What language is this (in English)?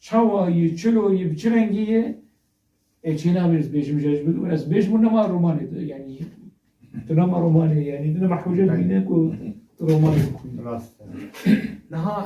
Kurdish